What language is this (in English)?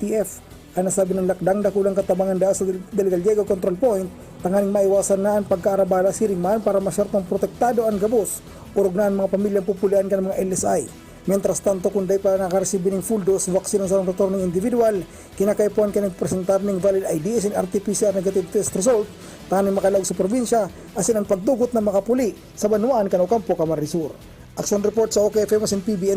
Bikol